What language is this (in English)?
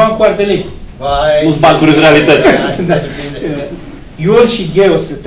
Romanian